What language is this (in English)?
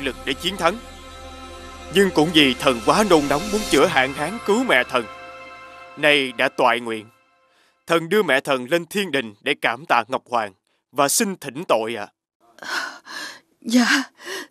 Vietnamese